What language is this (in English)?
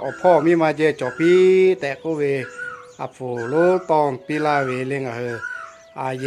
Lahu